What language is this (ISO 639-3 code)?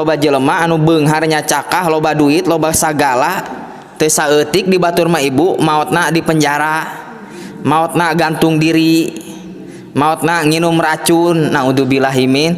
sun